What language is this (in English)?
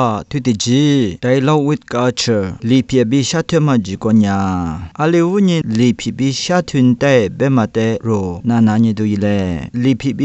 Lisu